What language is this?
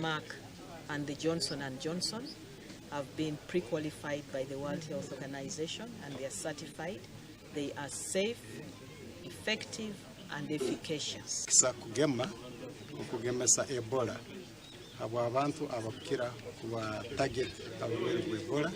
Nyankole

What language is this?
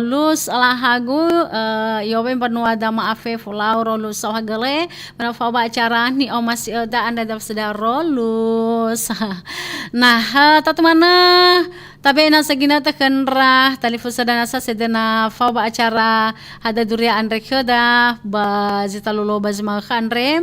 Nias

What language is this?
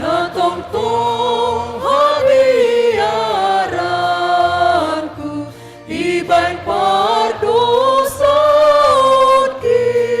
Batak Simalungun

